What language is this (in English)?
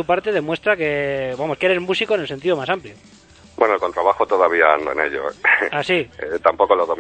Spanish